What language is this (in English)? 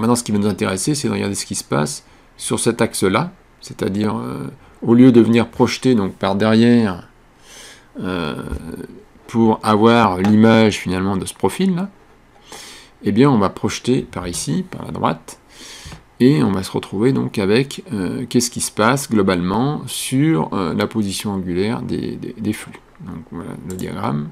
French